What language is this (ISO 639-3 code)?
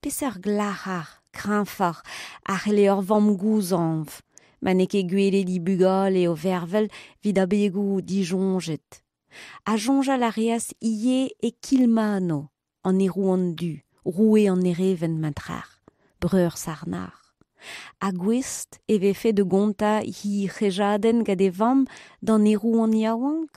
bre